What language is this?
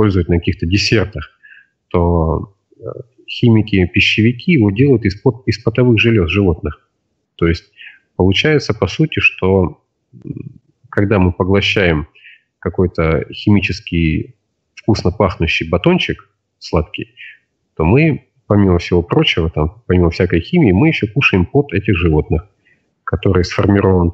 Russian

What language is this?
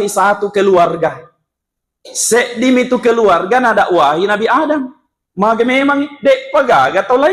Buginese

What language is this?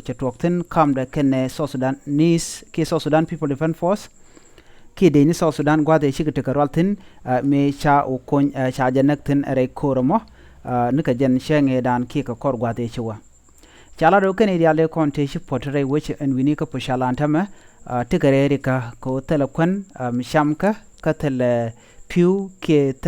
Nuer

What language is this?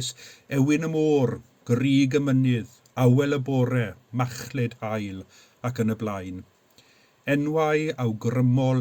Welsh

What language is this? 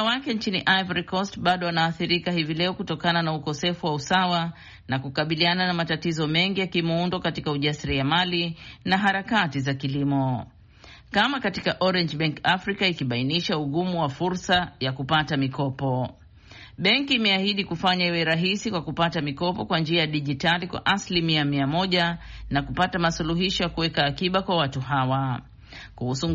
Swahili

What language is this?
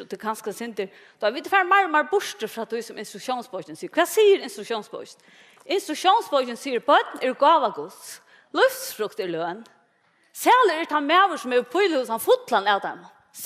Faroese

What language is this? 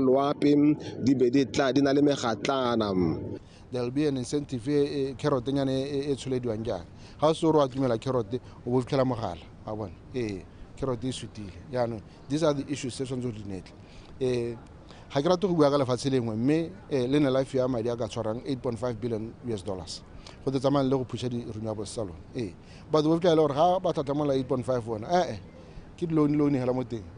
Tswana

